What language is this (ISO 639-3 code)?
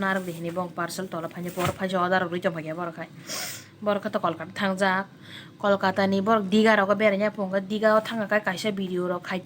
trp